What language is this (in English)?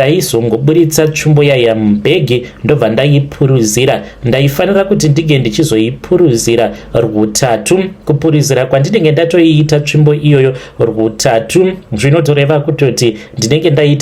Shona